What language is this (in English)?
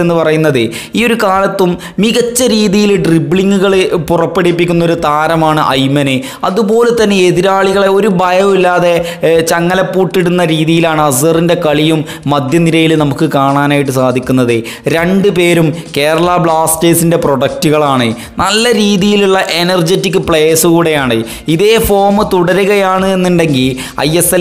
Malayalam